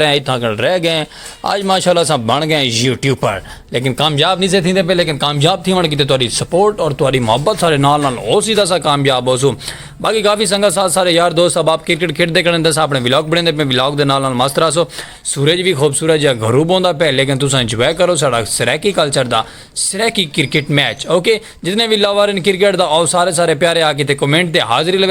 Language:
Saraiki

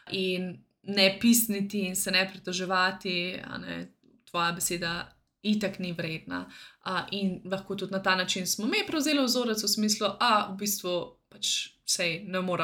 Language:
Slovenian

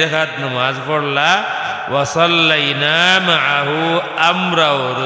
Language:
Sylheti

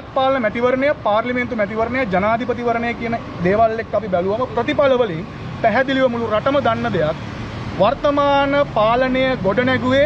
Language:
Sinhala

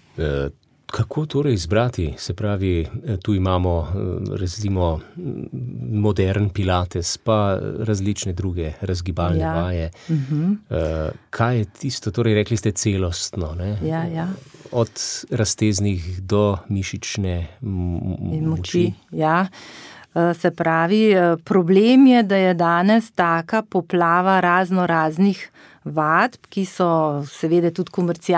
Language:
Slovenian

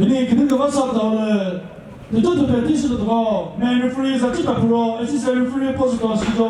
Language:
Chokri Naga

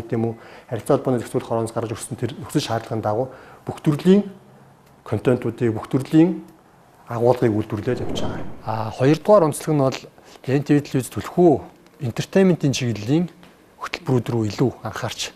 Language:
Mongolian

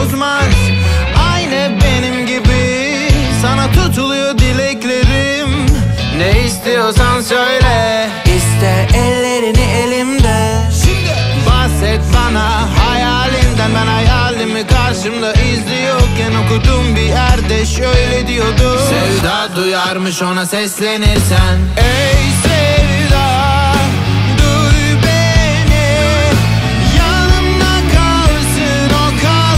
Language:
Turkish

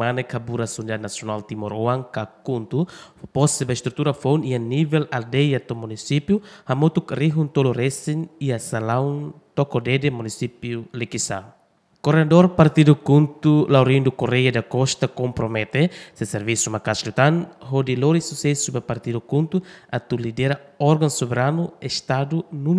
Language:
Tetum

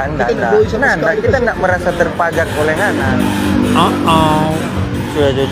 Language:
Manado Malay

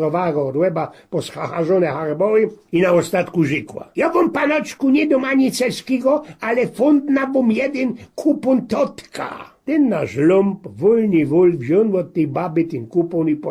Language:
Silesian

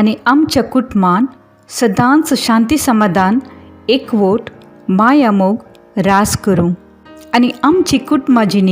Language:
Konkani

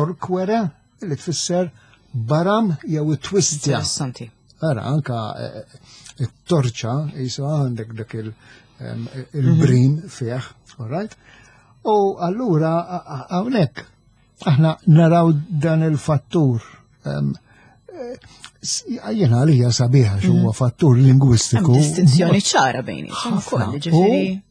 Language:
Maltese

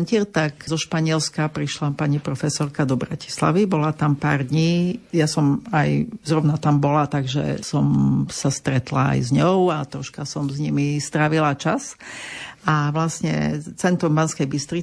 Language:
Slovak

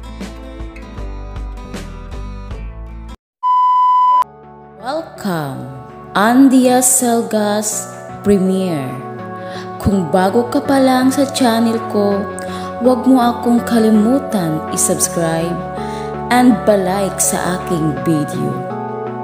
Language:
Filipino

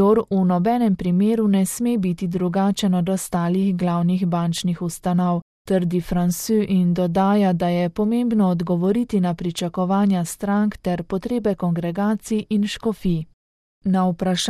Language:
Slovenian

